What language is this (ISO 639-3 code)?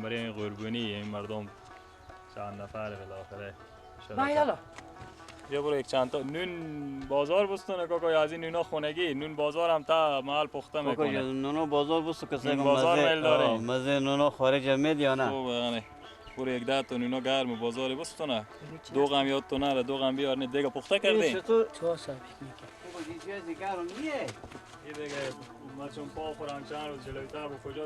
fas